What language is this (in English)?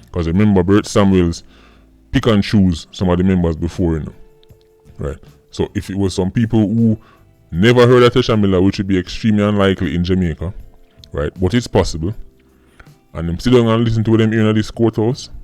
Jamaican Creole English